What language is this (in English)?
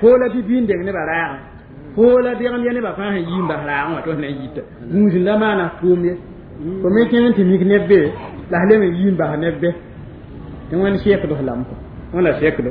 Mossi